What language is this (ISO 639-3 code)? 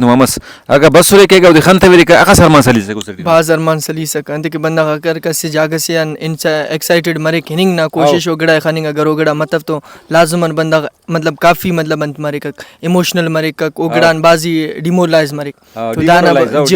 brh